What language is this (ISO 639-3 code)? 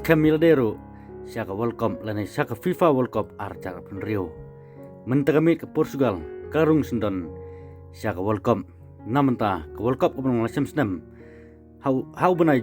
kha